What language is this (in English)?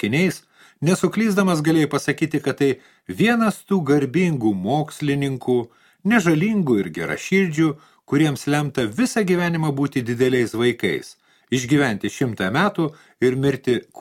Lithuanian